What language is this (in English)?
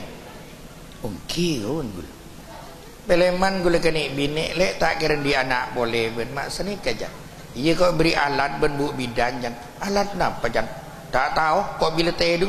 Madurese